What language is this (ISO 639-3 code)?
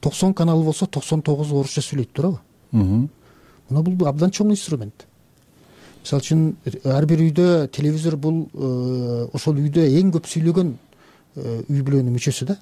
kir